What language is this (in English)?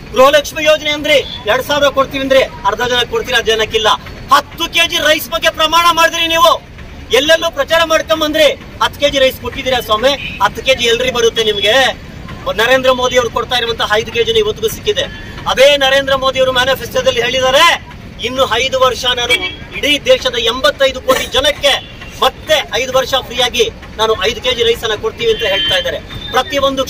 Kannada